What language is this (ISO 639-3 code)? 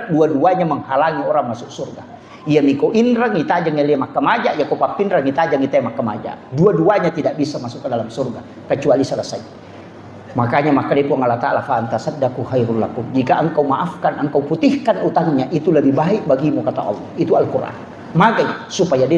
bug